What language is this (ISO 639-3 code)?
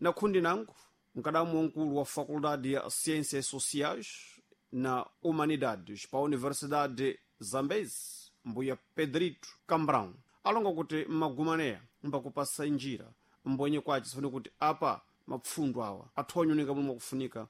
seh